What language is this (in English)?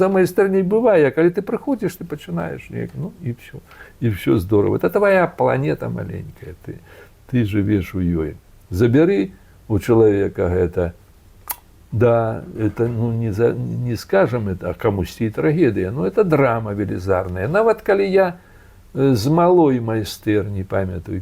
Belarusian